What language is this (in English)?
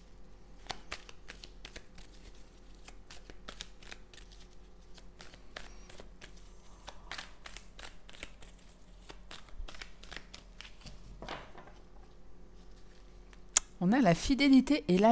French